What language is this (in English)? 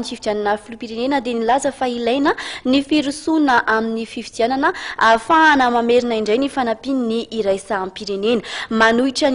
Malagasy